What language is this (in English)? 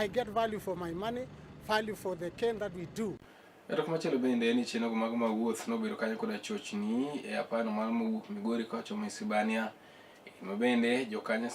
Luo (Kenya and Tanzania)